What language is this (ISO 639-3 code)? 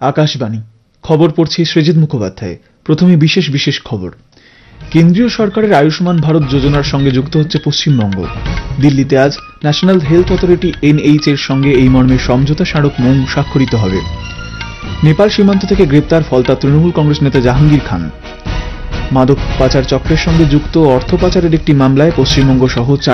ben